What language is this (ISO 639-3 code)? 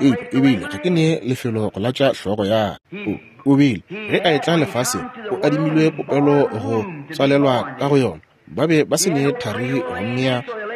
nso